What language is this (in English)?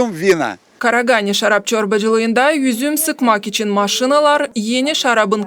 Gagauz